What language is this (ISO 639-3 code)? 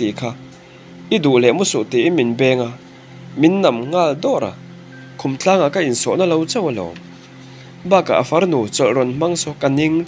lus